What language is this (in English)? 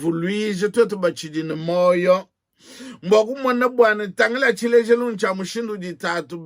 Luba-Lulua